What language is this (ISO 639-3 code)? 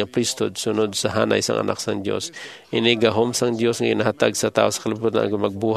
hil